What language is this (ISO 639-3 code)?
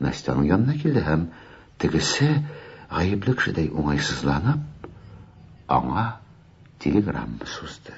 tat